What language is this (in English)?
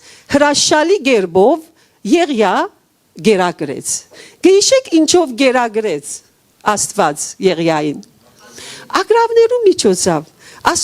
Western Armenian